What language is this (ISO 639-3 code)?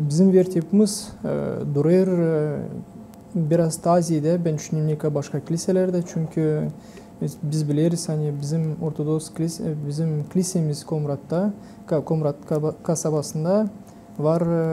gag